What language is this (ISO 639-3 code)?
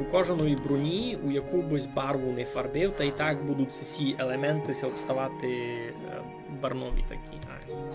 rue